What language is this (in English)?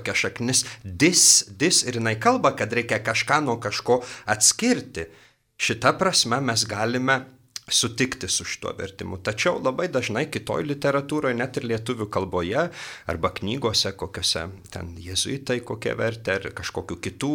Lithuanian